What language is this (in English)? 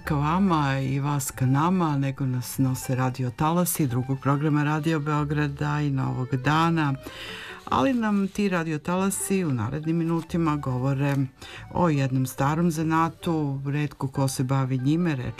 Serbian